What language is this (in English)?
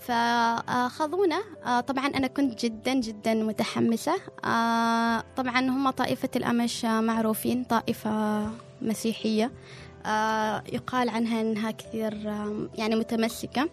Gulf Arabic